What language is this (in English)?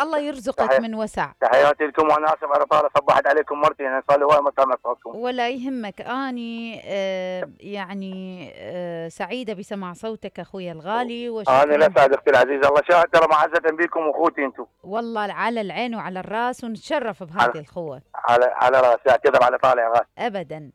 Mesopotamian Arabic